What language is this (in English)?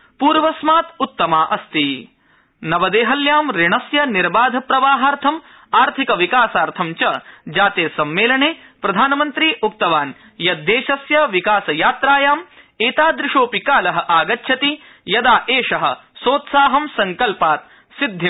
Sanskrit